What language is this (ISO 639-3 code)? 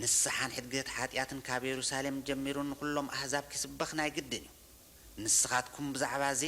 tir